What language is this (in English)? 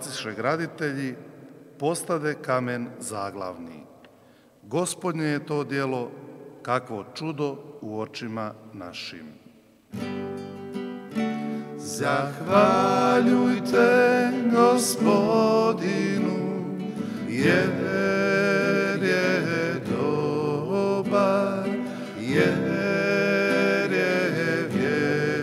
Croatian